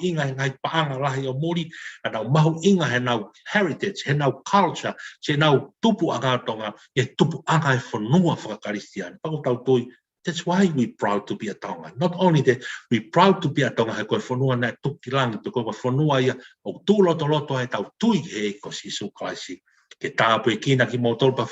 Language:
Tongan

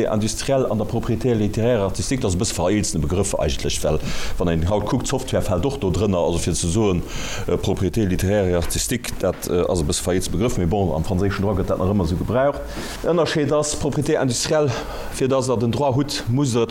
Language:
Luxembourgish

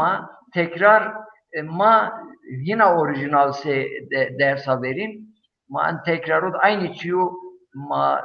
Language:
Zaza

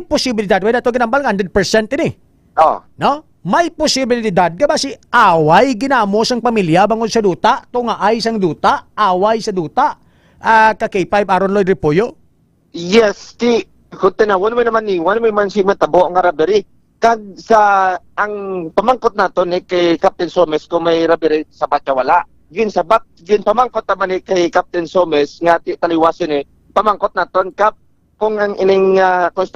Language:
Hiligaynon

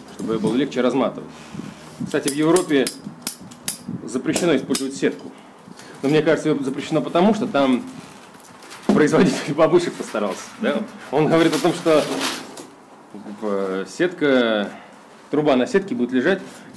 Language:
Russian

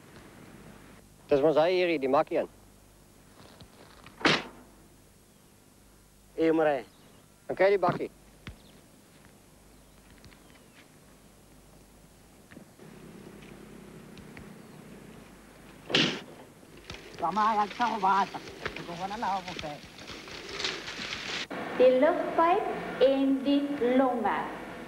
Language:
Afrikaans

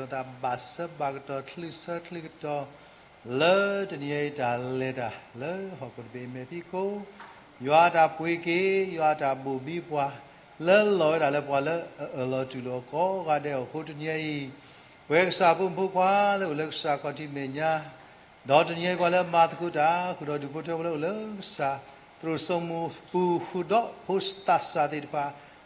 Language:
S'gaw Karen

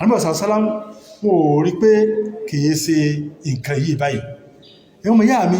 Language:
Yoruba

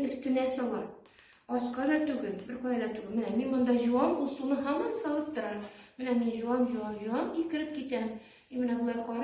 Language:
Tatar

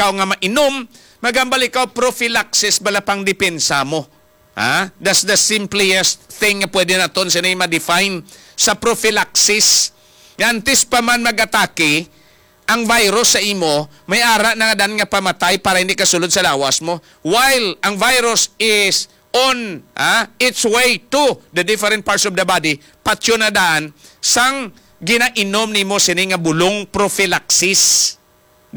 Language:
Hiligaynon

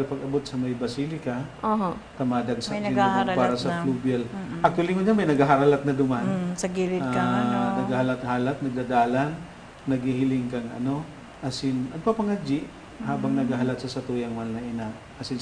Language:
Bikol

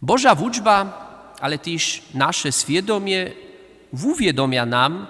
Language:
Upper Sorbian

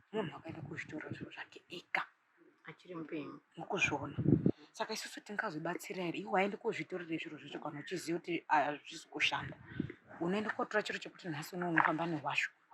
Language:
Shona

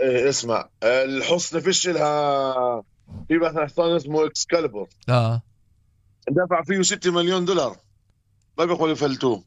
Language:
North Levantine Arabic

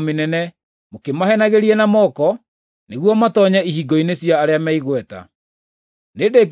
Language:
Kikuyu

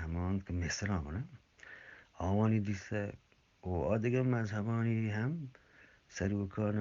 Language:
Eastern Balochi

